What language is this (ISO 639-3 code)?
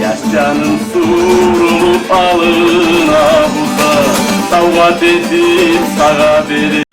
kum